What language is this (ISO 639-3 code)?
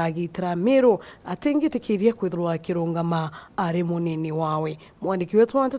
mer